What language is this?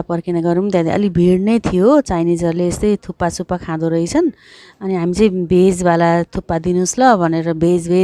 Nepali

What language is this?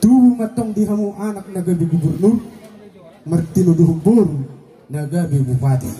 Batak Toba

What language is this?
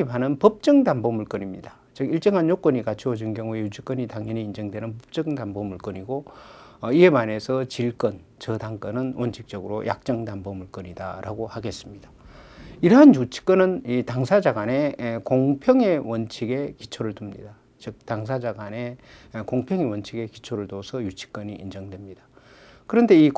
Korean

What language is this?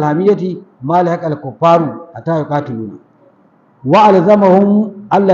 Hausa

